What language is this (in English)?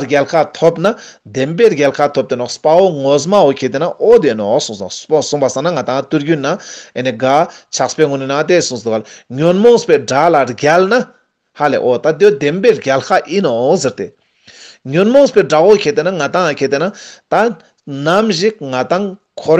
Ladakhi